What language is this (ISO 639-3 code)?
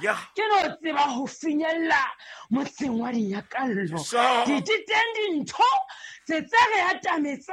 sot